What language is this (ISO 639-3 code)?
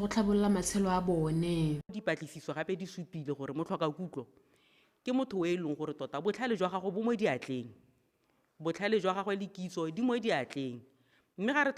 tsn